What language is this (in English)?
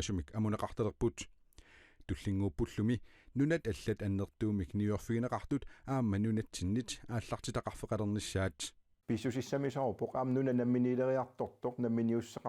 Kalaallisut